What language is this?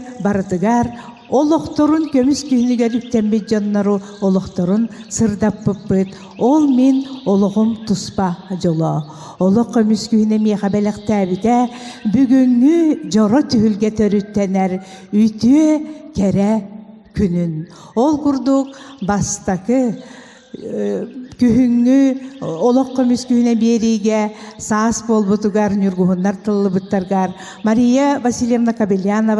Yakut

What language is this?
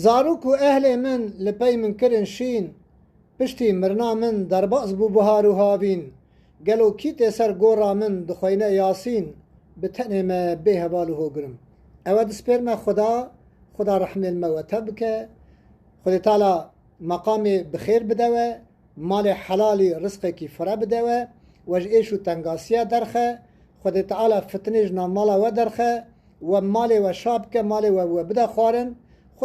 Kurdish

